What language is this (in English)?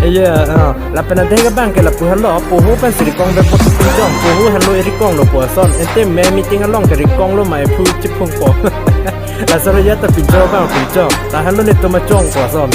Karbi